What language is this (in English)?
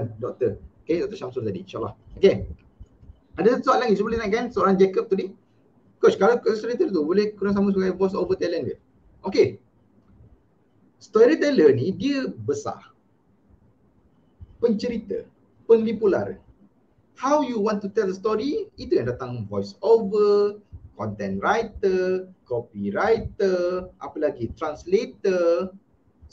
Malay